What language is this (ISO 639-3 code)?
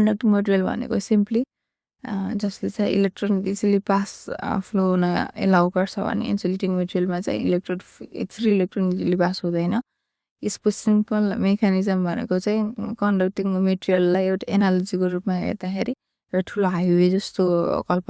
nep